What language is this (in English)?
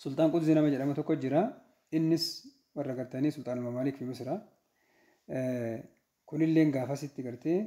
Oromo